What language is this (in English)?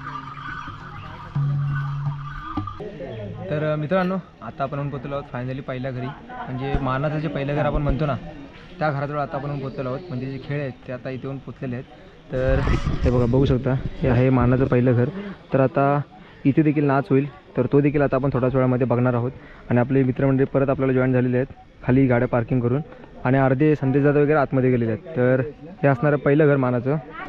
Marathi